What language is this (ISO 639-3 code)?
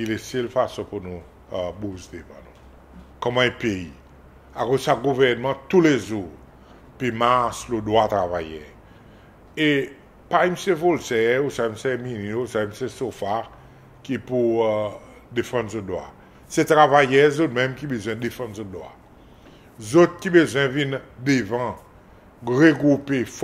crs